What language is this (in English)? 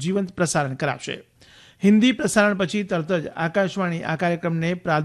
Gujarati